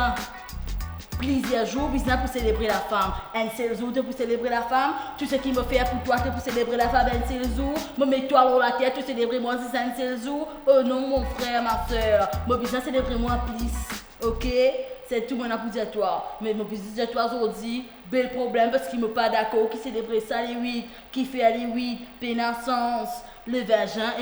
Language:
Morisyen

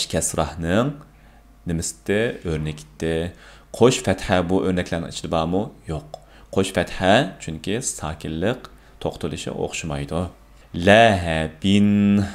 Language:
Uyghur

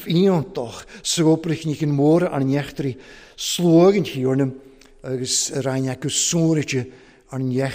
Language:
Welsh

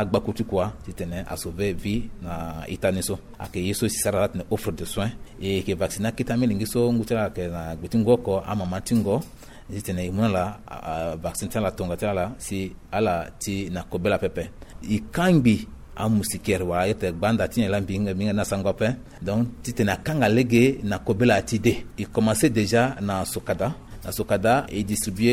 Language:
Sango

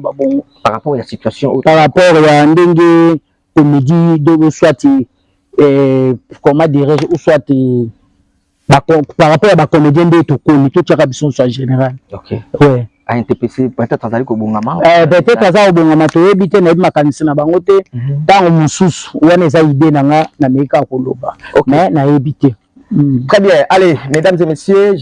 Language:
Lingala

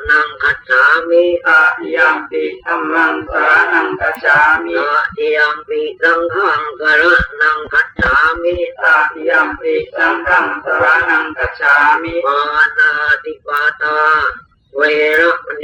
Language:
Pali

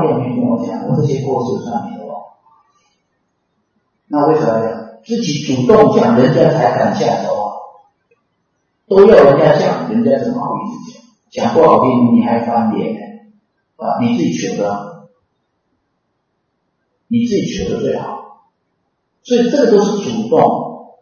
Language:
Chinese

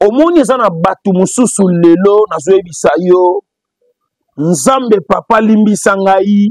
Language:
Lingala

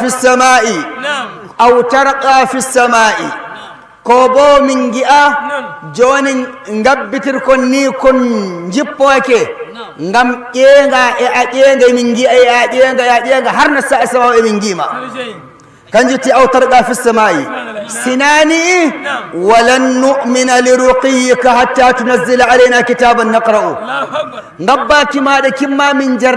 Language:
Fula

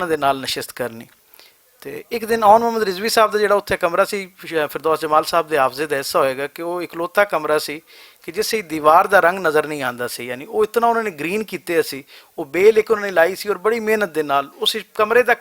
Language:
Western Panjabi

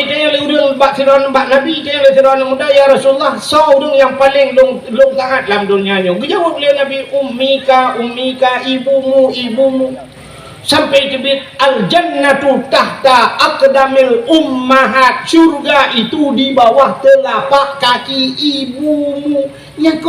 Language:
Achinese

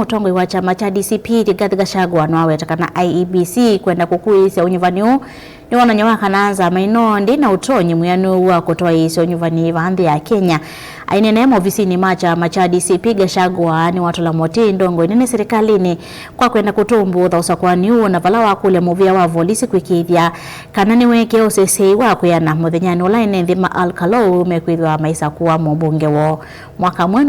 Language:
Kamba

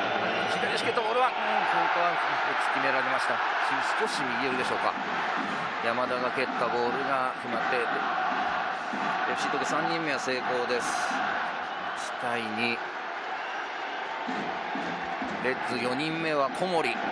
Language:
Japanese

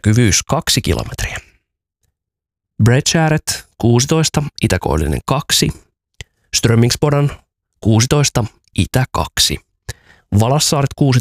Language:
Finnish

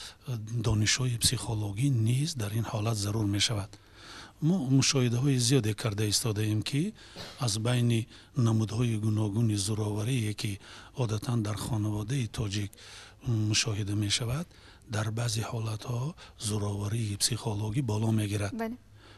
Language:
Tajik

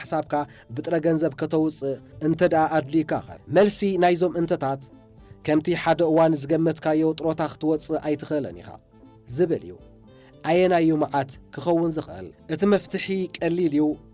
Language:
Tigrinya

